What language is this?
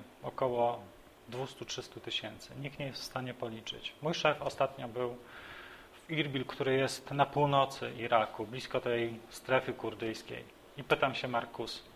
Polish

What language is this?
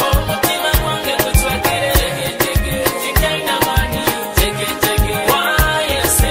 Nyoro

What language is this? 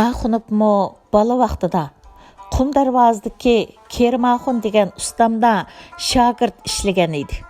Uyghur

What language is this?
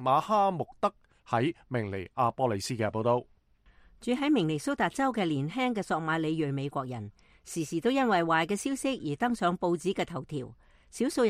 Cantonese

